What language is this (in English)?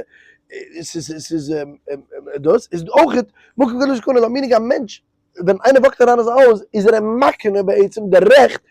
Yiddish